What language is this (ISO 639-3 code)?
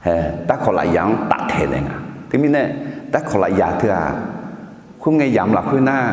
ahk